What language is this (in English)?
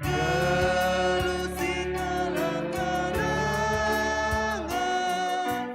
Batak Karo